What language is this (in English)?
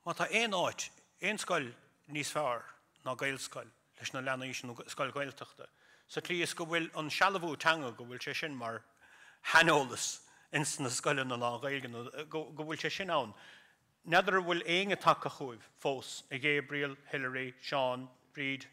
Irish